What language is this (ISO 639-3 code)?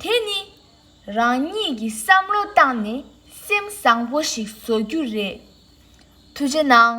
bod